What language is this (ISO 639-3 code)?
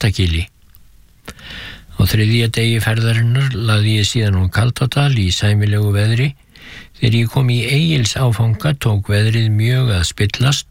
isl